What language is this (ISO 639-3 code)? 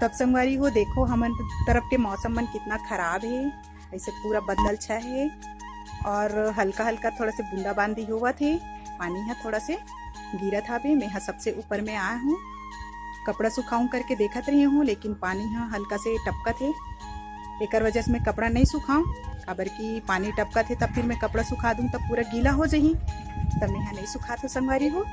hne